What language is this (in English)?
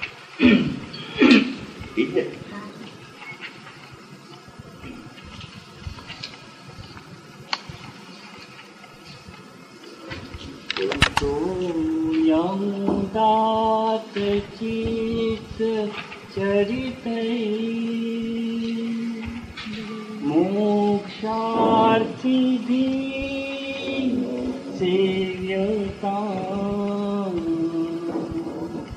Gujarati